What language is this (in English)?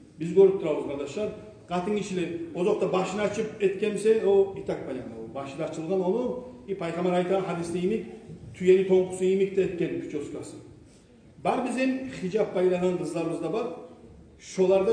Kumyk